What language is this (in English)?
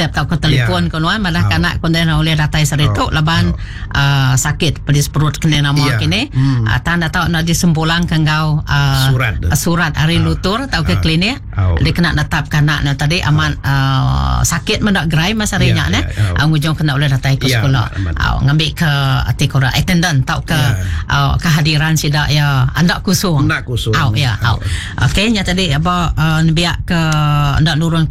Iban